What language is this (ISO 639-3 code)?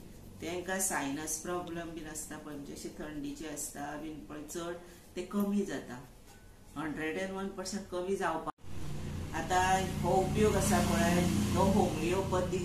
kok